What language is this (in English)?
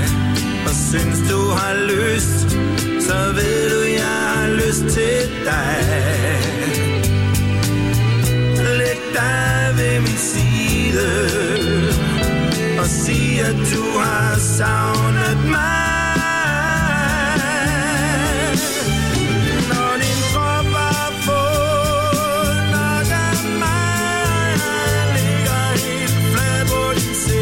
Danish